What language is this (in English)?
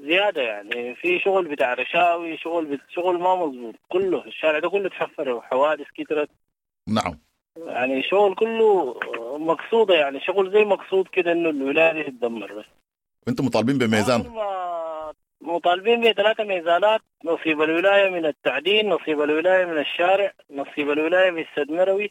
Sudanese Arabic